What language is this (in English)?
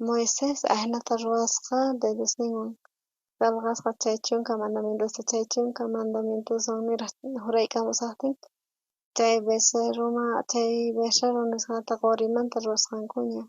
South Bolivian Quechua